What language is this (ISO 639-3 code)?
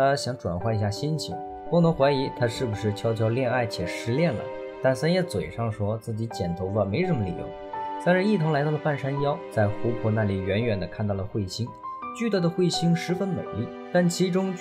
zho